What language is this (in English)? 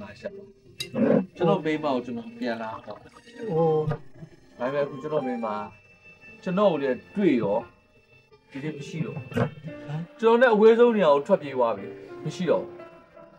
Burmese